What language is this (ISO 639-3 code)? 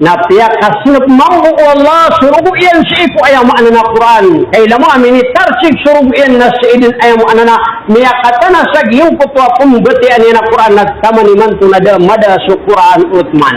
mrw